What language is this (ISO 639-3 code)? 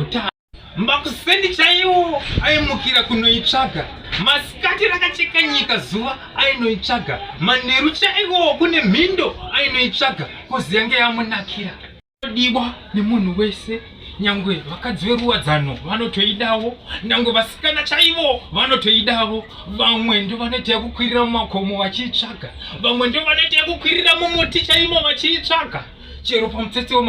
sna